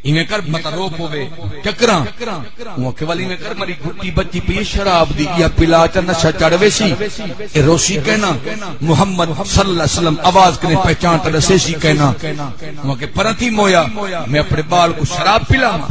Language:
Saraiki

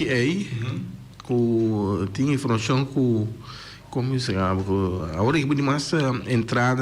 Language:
Papiamento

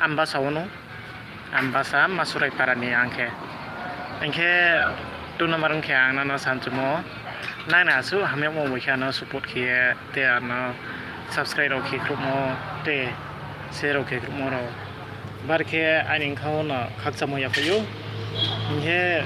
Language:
Riang (India)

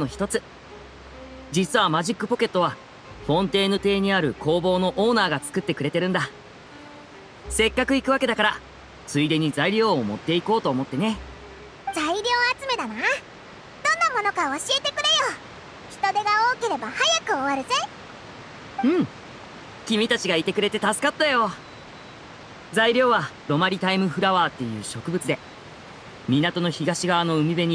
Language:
Japanese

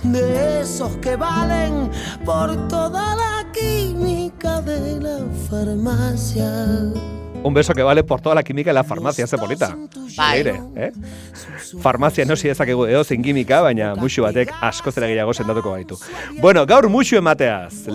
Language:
Basque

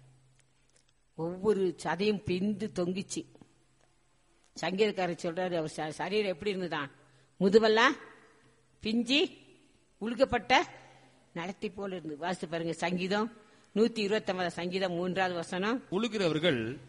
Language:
Tamil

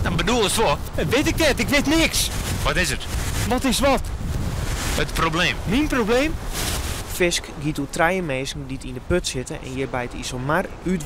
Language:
Western Frisian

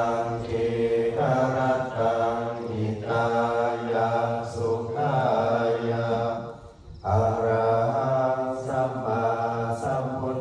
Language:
Pali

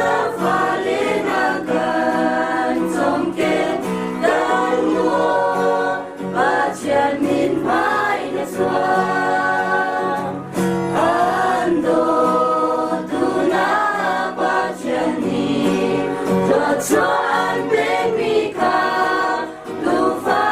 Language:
Hakha Chin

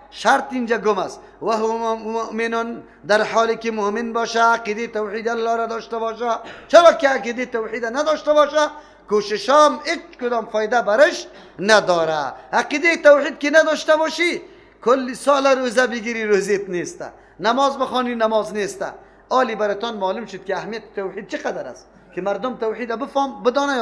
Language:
Persian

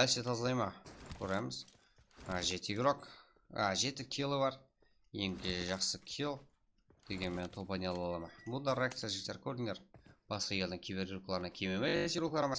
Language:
Kara-Kalpak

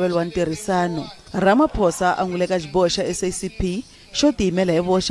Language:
Tsonga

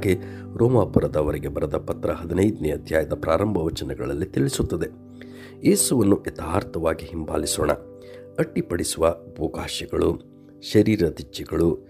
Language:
Kannada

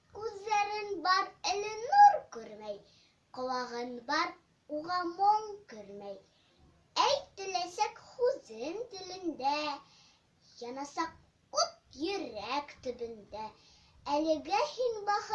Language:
Bashkir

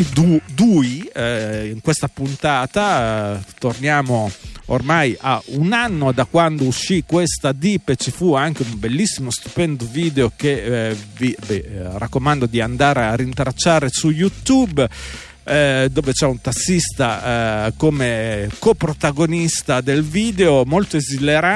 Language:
Italian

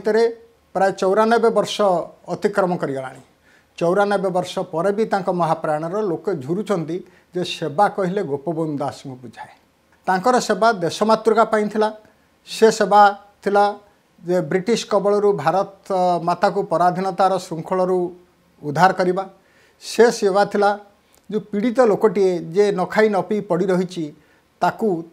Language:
Odia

